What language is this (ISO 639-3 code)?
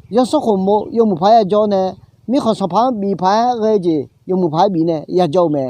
ahk